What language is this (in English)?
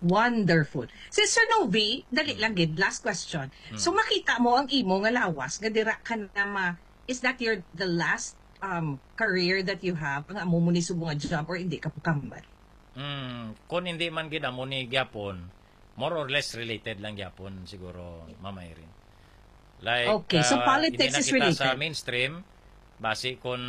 Hiligaynon